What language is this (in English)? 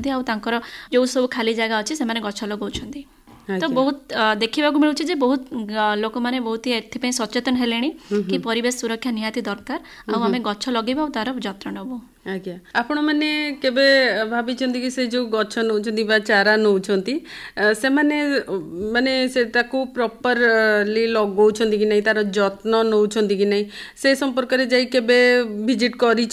Odia